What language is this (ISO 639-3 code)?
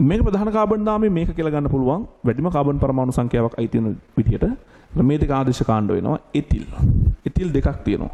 sin